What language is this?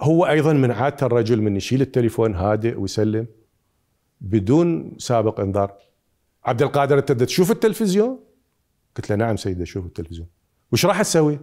Mesopotamian Arabic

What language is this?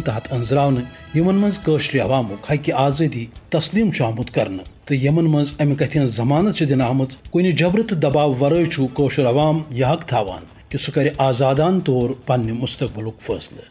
Kashmiri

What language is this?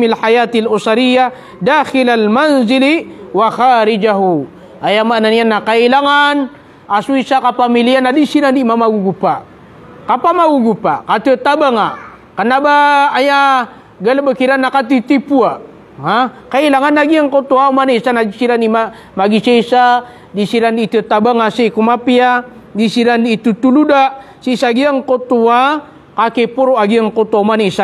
Maranao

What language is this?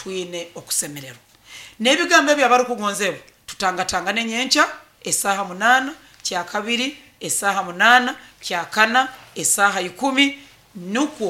Nyoro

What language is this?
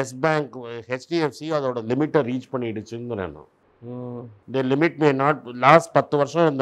Tamil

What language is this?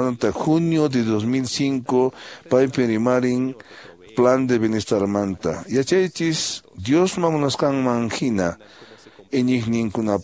Quechua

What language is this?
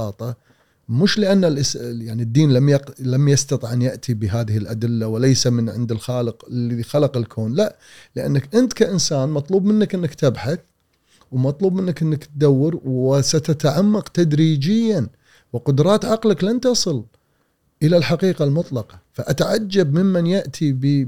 Gulf Arabic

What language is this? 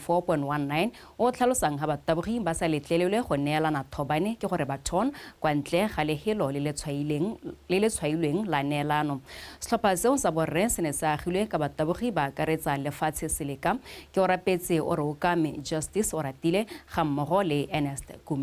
Tswana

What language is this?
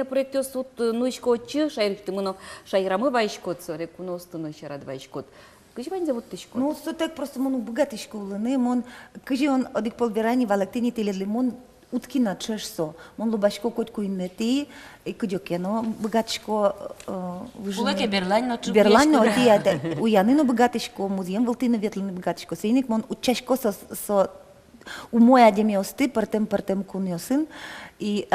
Udmurt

